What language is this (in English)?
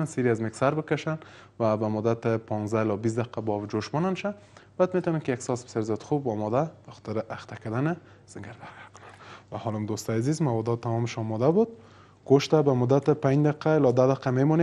Persian